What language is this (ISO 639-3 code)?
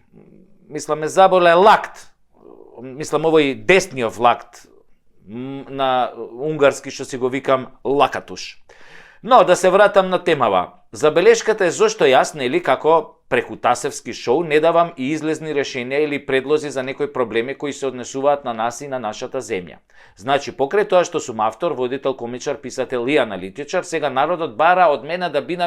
mkd